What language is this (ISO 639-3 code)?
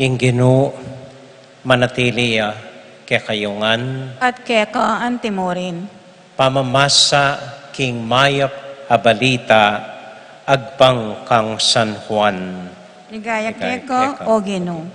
pam